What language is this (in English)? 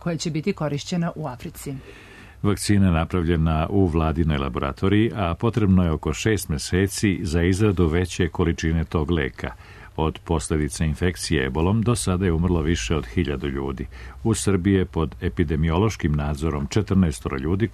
Serbian